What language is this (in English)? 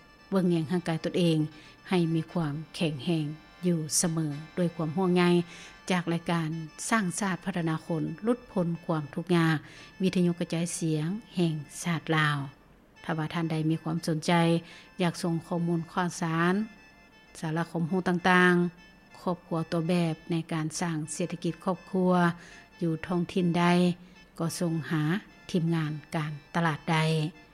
Lao